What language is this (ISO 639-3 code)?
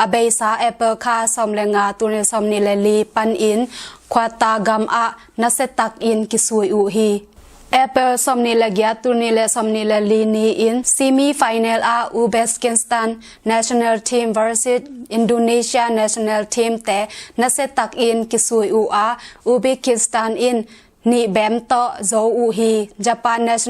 ctd